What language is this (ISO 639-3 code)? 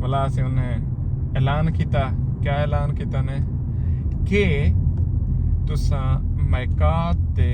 skr